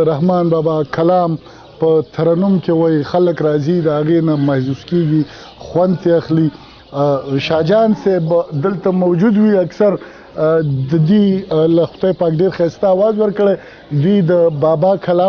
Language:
Pashto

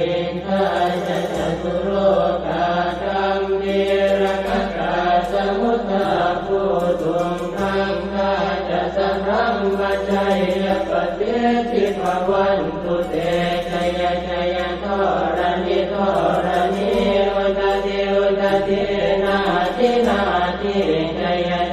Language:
Pali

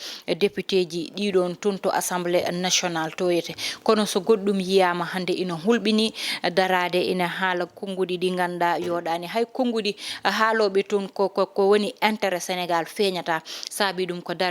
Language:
Fula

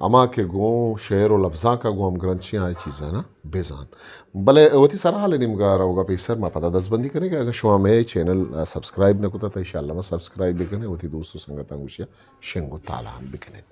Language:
Eastern Balochi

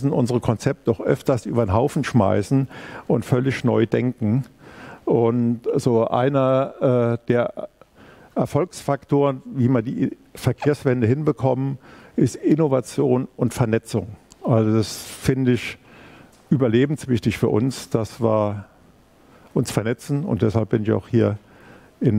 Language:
German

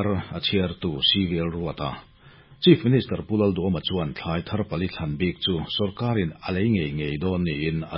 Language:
Mizo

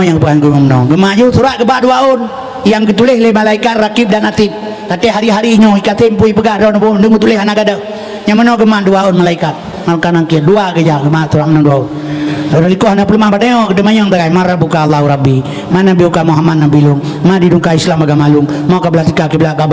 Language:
Achinese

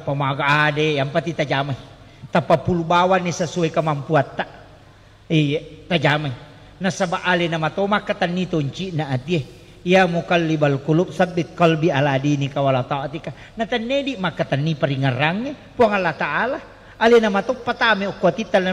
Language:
Buginese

